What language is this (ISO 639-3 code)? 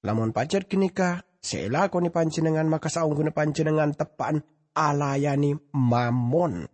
mad